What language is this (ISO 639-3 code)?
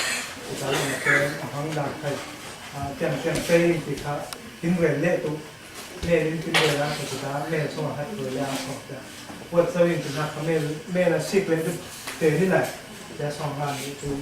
cfm